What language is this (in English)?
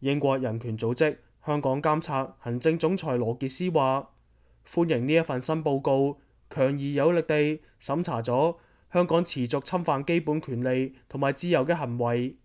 Cantonese